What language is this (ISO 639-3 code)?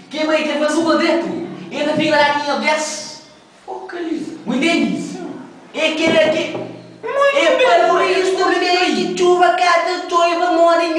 kea